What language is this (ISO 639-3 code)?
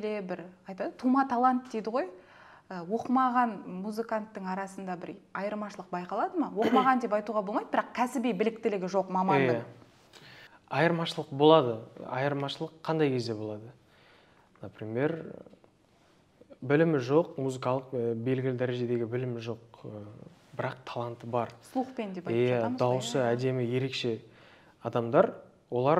kaz